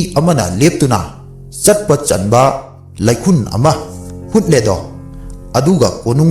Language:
Manipuri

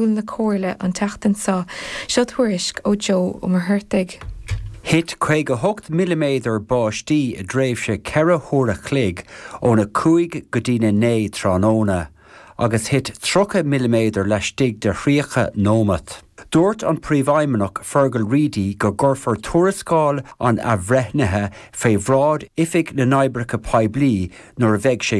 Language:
Irish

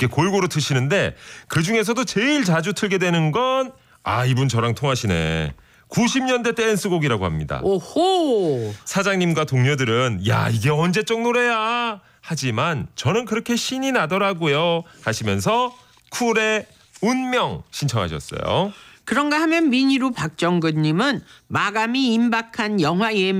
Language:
Korean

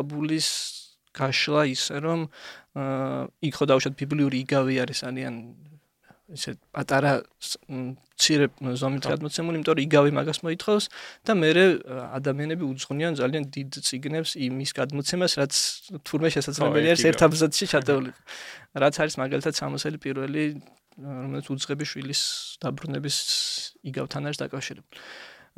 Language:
Georgian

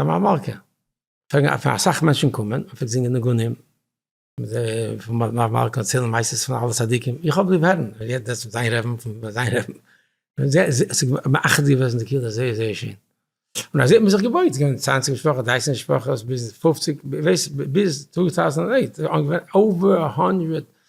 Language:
Yiddish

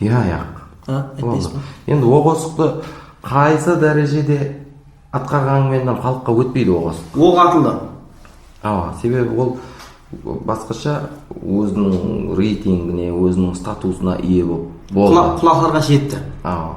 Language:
Kara-Kalpak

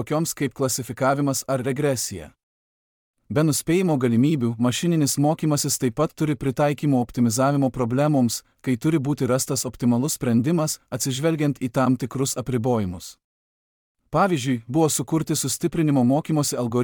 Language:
Lithuanian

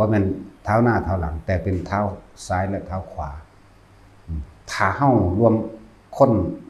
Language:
Northeastern Thai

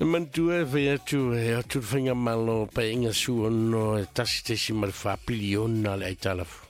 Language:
Samoan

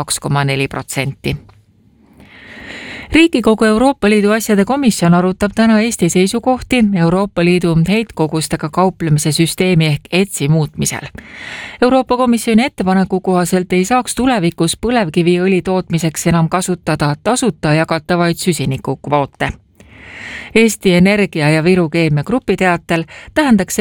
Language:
Estonian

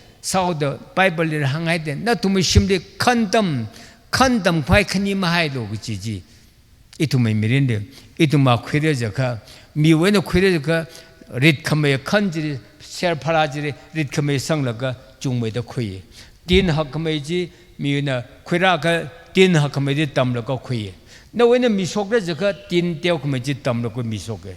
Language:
Tangkhul Naga (India)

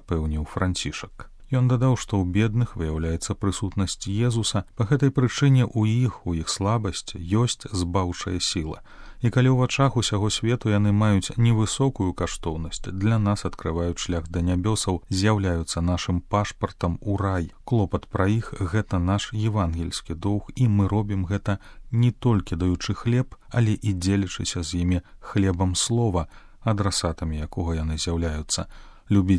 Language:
Belarusian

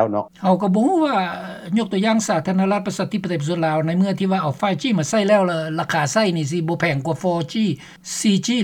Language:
Lao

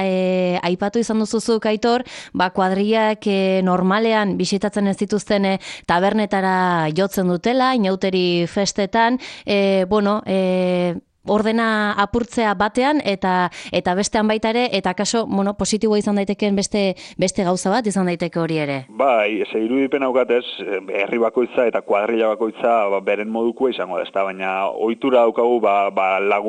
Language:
Basque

